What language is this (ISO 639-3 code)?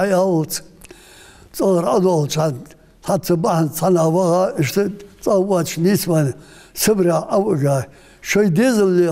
inh